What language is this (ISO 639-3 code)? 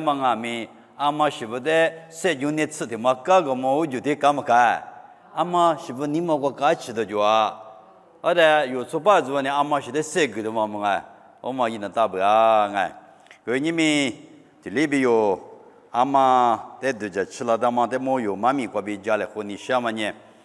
lis